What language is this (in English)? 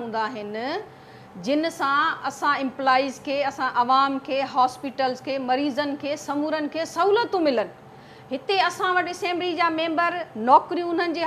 Sindhi